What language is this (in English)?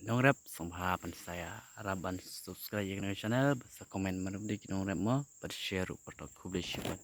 Khasi